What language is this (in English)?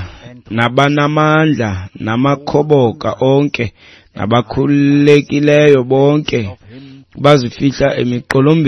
Xhosa